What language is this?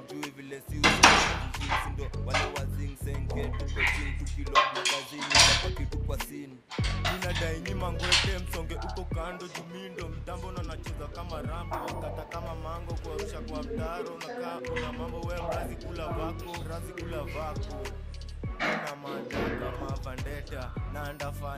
Swahili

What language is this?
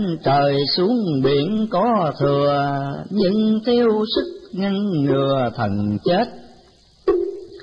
Vietnamese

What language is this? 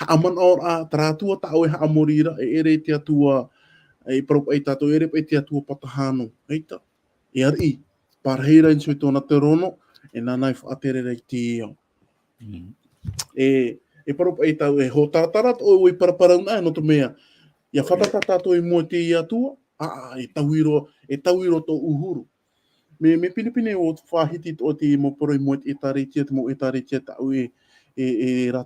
Tahitian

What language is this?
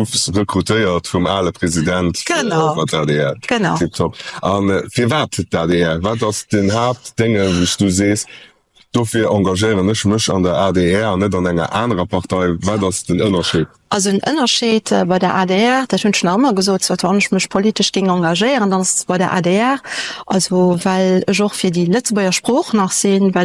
Luxembourgish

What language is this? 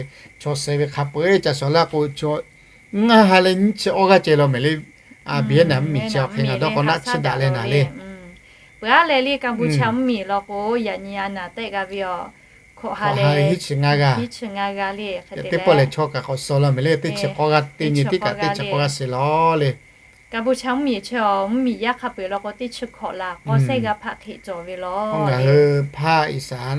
Lahu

